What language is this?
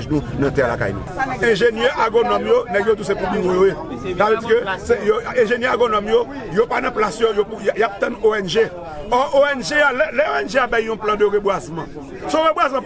Haitian Creole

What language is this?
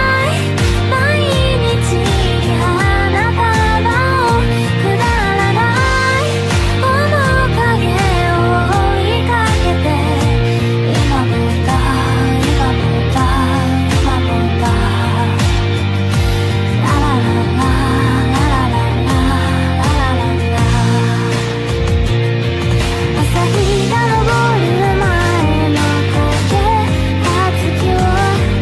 Japanese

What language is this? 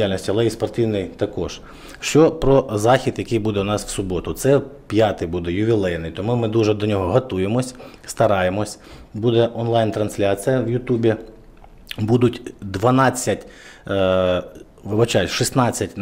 Ukrainian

